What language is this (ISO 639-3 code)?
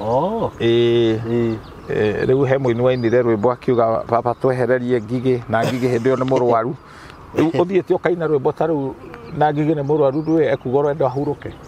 kik